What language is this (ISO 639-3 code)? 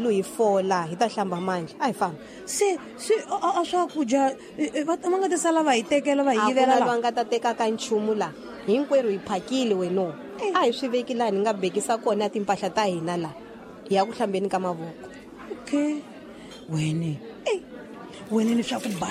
tso